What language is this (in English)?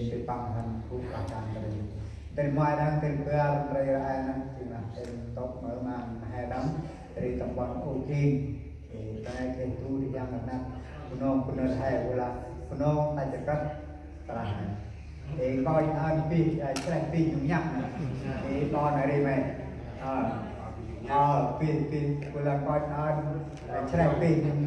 Central Mnong